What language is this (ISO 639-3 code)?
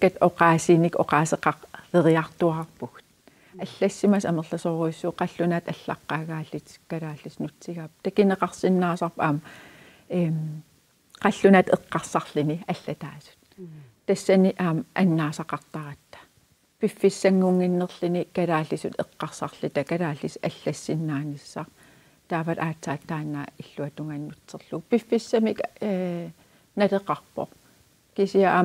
kal